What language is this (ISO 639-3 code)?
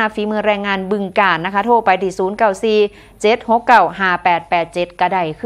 lao